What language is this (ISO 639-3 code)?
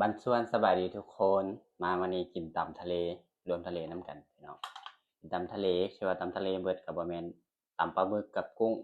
tts